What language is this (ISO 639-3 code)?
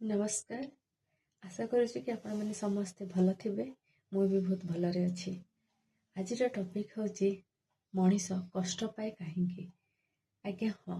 ori